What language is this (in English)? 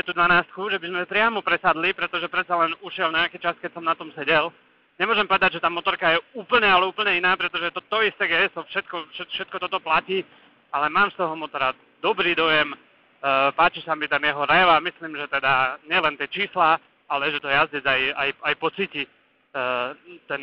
Slovak